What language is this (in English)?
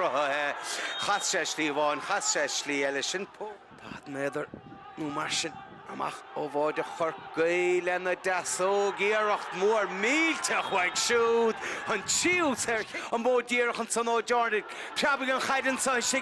Irish